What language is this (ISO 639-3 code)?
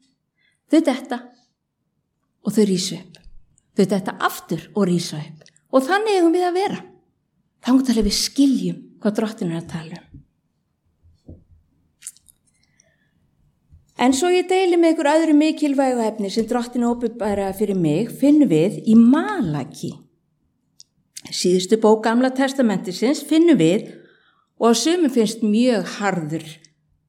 isl